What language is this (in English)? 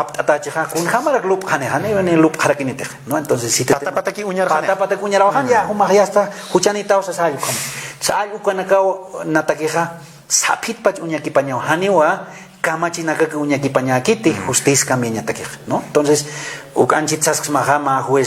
Aymara